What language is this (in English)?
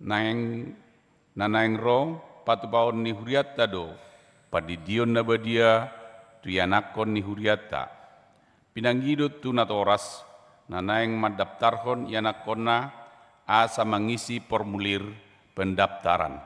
Batak Toba